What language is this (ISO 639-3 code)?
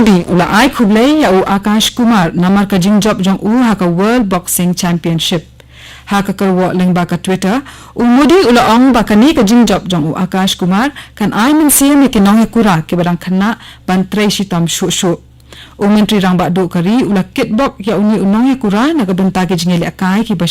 kha